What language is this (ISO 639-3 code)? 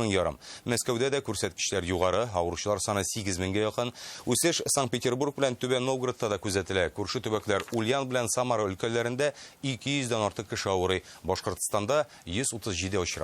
tat